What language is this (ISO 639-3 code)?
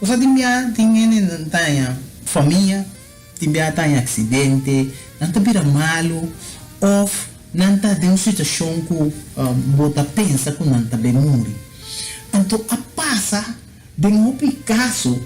pap